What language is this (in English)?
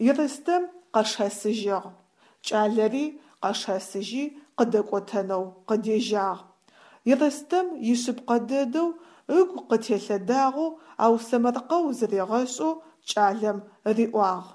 Adyghe